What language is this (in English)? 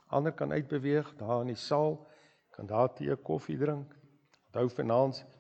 Afrikaans